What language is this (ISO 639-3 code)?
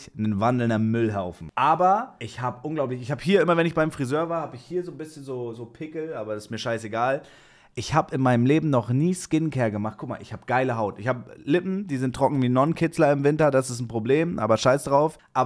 deu